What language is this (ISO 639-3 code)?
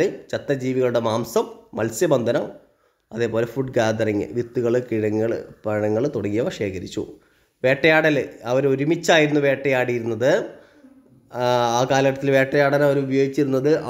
mal